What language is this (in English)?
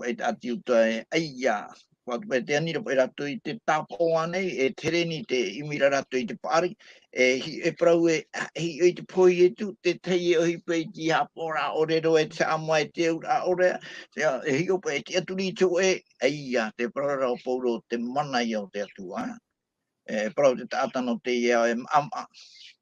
Tahitian